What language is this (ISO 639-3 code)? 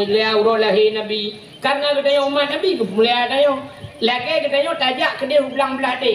ace